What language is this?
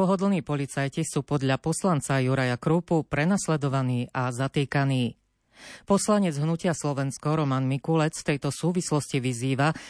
Slovak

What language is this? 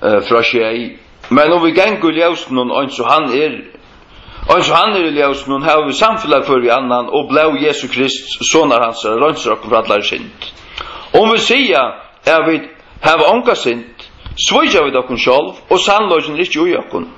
Faroese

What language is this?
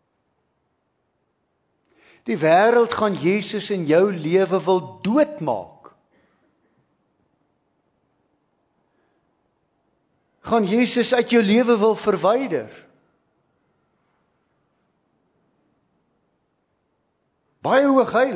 Afrikaans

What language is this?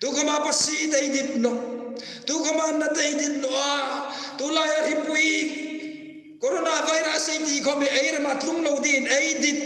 Hmar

